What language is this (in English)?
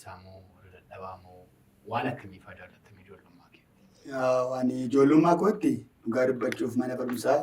Oromo